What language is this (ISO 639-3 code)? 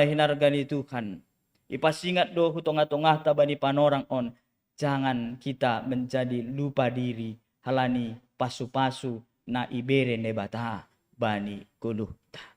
bts